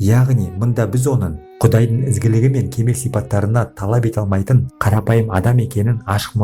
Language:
Kazakh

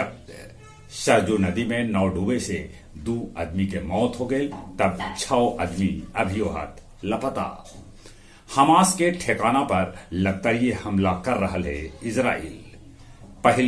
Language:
Magahi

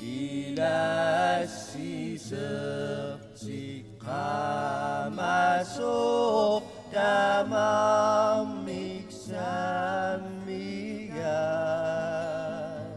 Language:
Kalaallisut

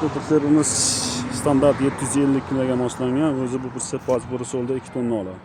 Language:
Uzbek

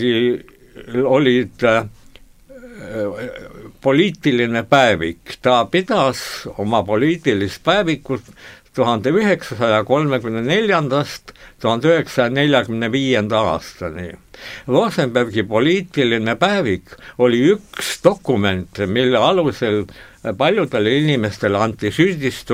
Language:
Estonian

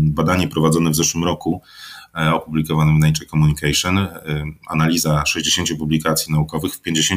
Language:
Polish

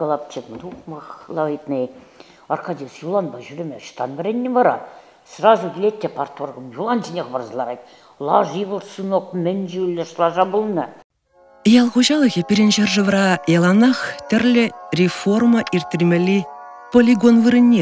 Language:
Chuvash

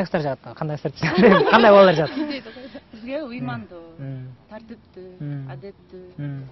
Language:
Kyrgyz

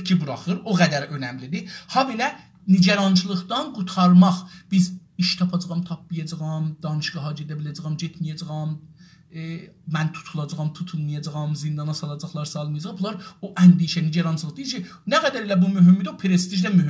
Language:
South Azerbaijani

